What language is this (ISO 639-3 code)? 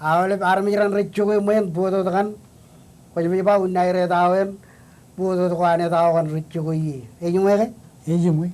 mah